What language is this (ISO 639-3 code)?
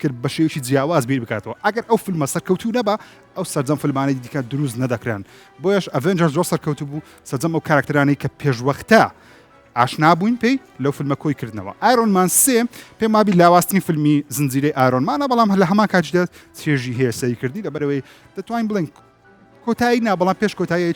ckb